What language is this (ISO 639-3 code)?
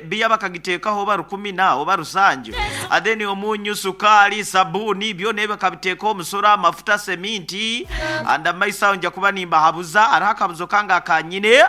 nyn